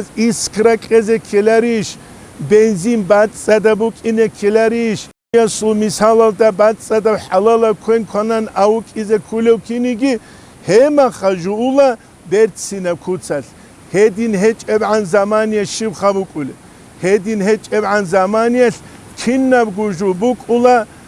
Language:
Avaric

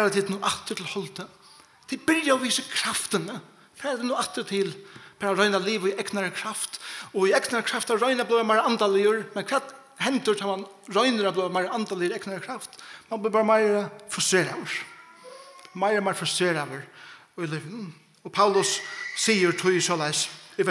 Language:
Faroese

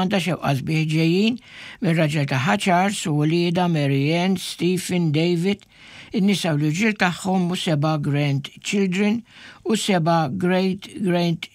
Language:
Maltese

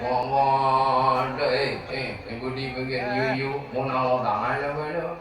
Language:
Madurese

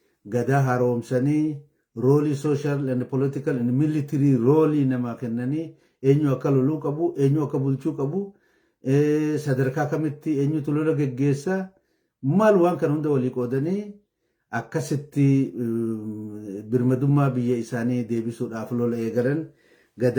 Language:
Oromo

